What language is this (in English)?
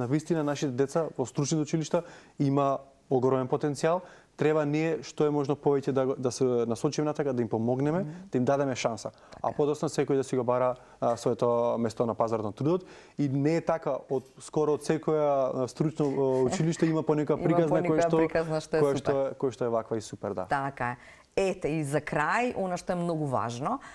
Macedonian